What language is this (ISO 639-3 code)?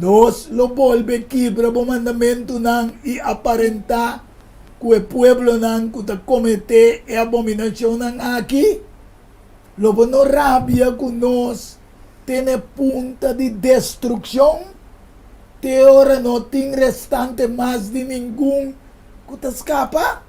pap